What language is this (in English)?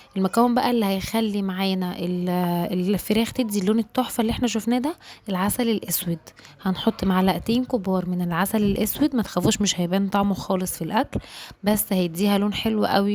Egyptian Arabic